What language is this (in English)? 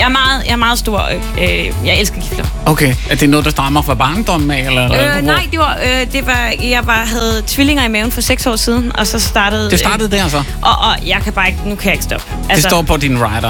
Danish